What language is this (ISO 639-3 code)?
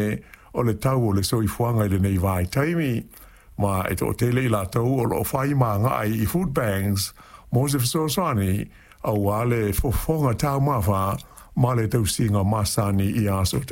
smo